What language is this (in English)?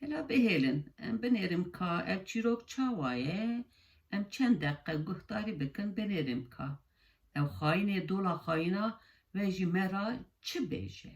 Kurdish